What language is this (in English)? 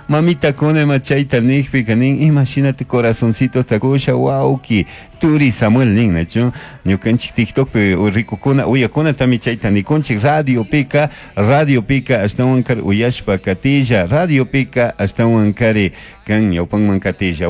Chimborazo Highland Quichua